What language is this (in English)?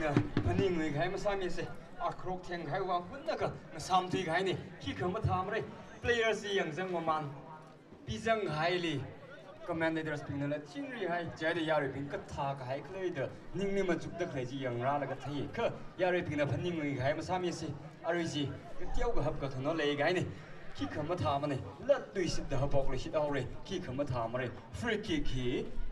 Tangkhul Naga (India)